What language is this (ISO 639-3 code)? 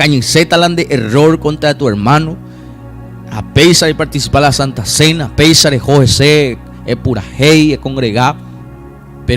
grn